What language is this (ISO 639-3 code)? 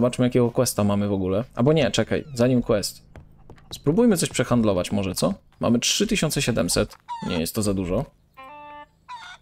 pol